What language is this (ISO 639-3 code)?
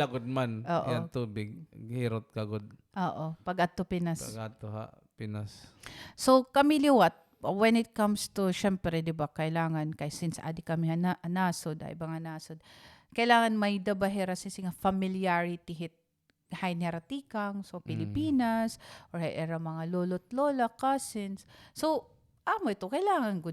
war